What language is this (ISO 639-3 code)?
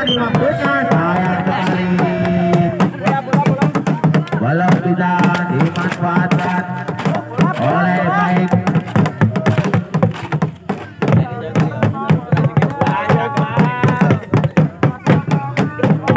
ind